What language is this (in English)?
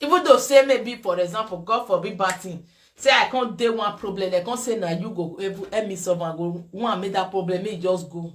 Nigerian Pidgin